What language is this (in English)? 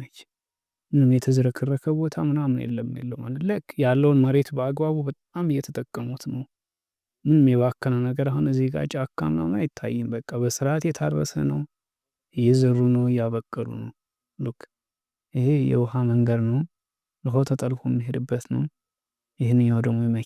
Amharic